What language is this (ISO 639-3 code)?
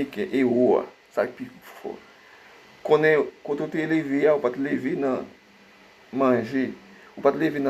hat